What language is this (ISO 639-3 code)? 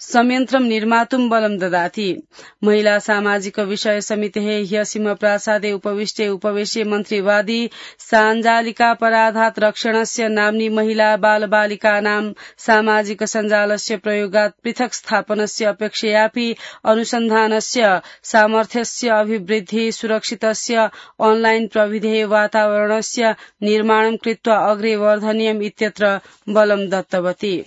san